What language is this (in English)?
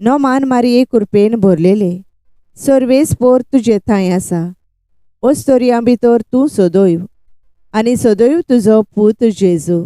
Konkani